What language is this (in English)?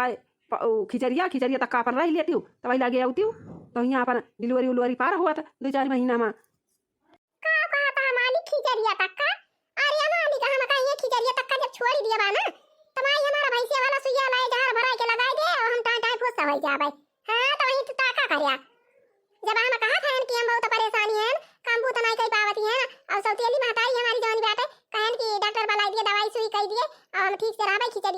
Awadhi